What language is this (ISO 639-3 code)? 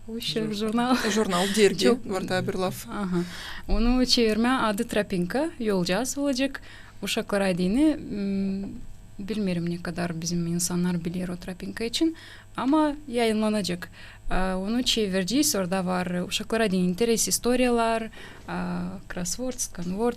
gag